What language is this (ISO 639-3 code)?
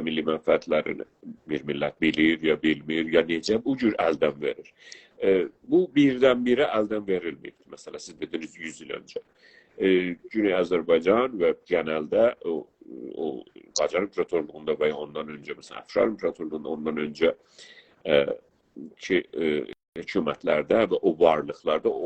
azb